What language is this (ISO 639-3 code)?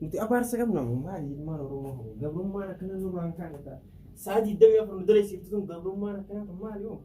orm